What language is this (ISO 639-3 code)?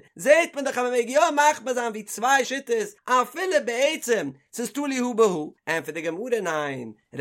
yid